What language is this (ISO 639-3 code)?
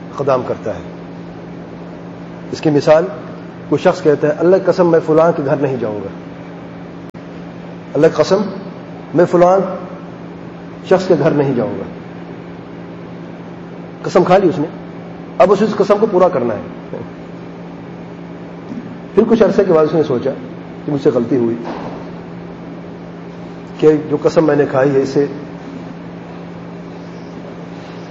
urd